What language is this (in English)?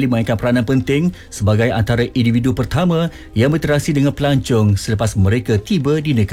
Malay